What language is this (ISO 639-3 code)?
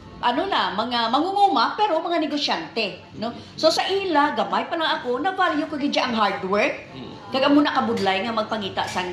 hil